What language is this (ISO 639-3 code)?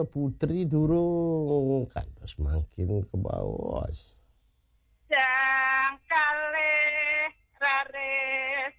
ban